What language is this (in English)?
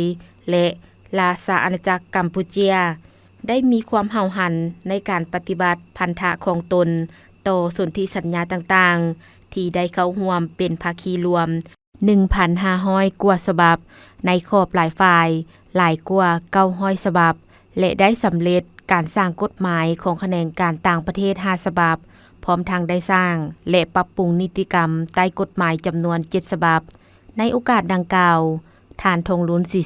Lao